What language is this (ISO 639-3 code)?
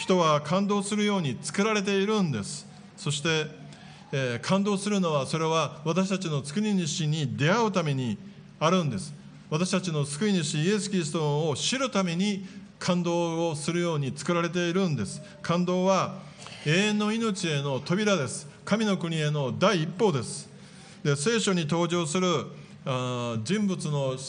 jpn